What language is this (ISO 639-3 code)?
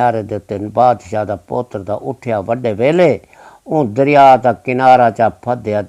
skr